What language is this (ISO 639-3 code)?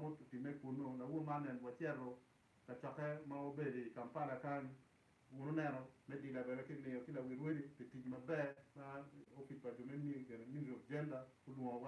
ach